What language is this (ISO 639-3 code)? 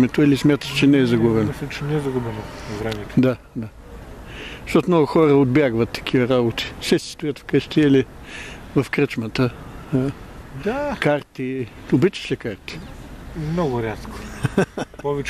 bul